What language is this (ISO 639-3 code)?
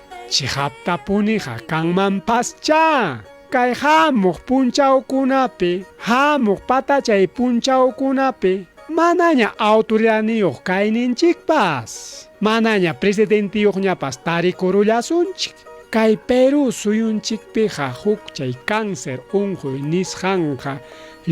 quy